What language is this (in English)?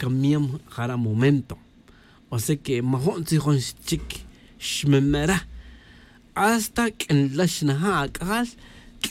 Tz'utujil